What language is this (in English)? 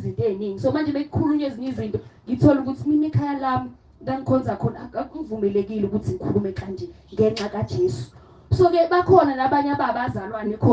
Zulu